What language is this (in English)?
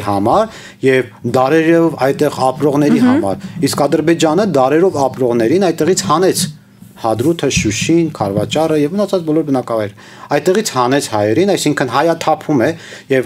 Armenian